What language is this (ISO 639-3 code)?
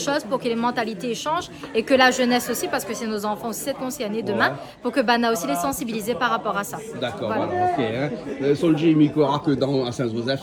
rcf